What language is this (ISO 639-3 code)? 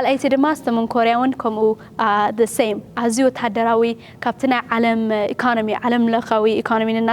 tir